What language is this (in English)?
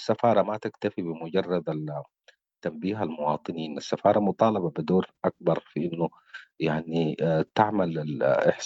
Sudanese Arabic